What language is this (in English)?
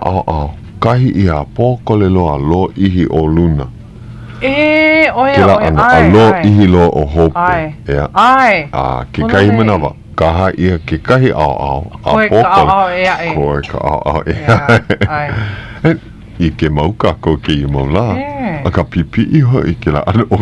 Hawaiian